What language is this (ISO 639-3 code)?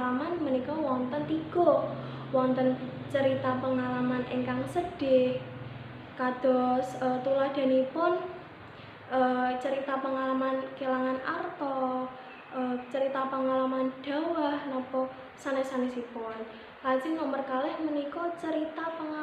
jav